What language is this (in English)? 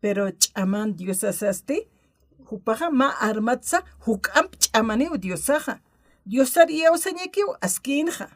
Aymara